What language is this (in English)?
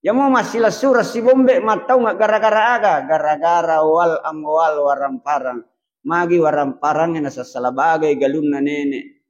Buginese